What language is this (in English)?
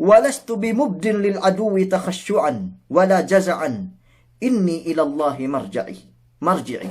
Yakan